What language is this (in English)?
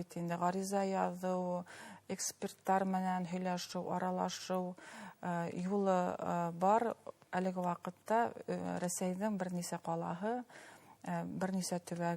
Bashkir